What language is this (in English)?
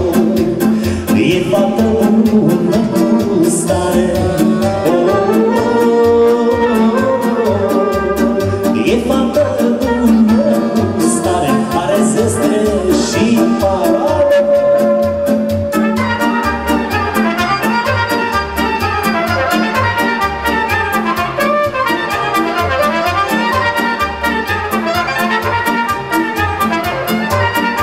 Romanian